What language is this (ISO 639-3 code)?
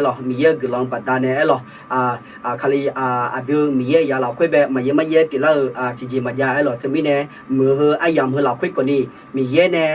ahk